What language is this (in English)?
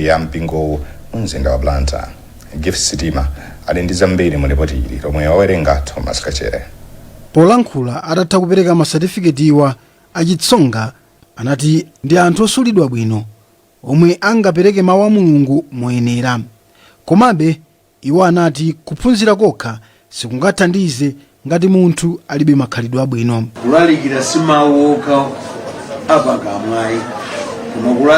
Nyanja